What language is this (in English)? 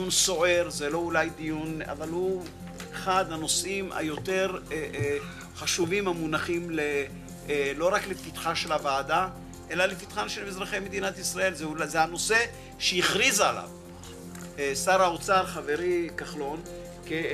Hebrew